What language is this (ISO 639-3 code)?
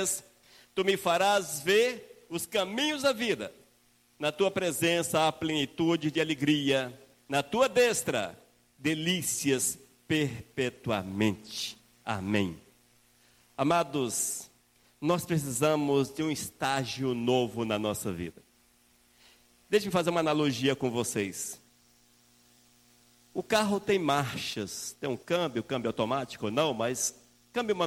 por